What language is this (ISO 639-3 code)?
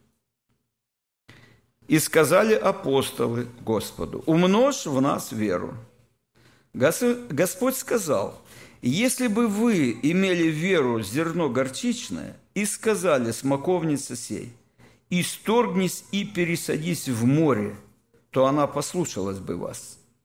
rus